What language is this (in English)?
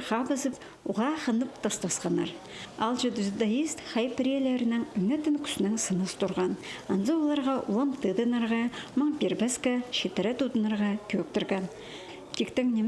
Khakas